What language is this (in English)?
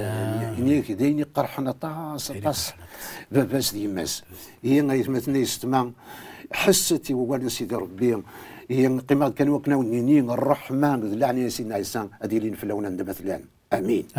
Kabyle